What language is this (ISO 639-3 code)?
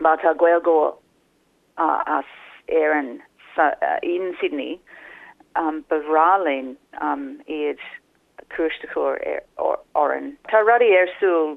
gle